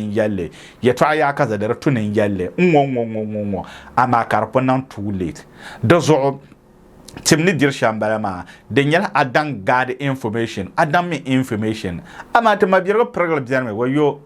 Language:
Dagbani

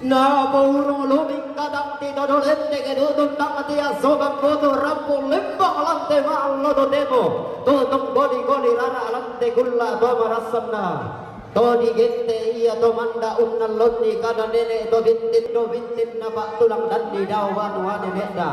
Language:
Toraja-Sa'dan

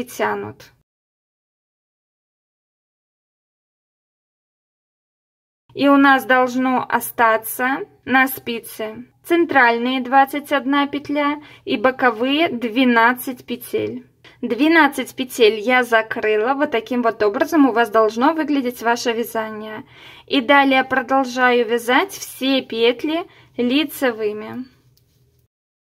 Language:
Russian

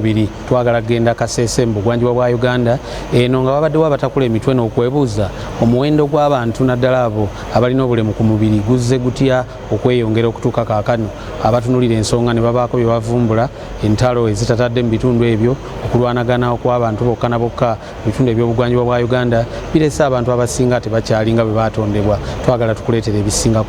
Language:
Ganda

